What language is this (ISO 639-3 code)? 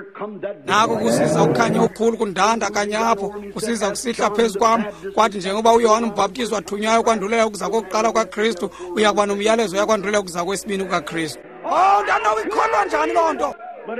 xho